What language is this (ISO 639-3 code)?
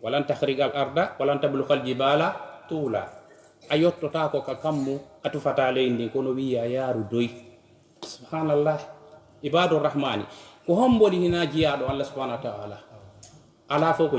ful